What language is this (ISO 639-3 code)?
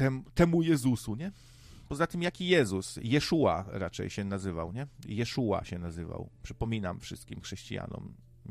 pol